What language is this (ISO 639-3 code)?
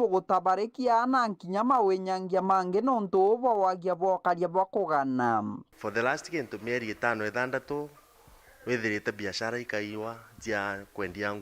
mer